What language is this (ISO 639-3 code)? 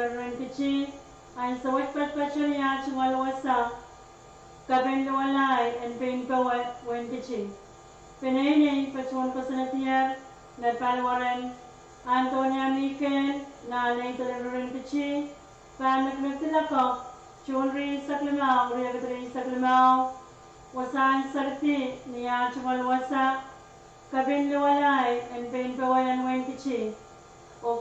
pon